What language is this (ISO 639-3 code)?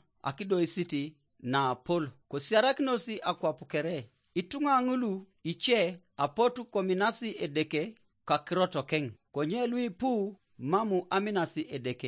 teo